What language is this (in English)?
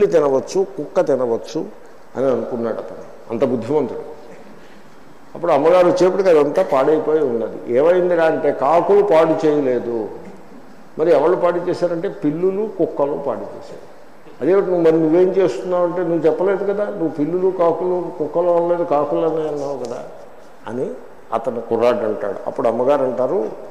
Telugu